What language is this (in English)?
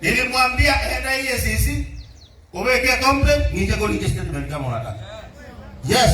Gusii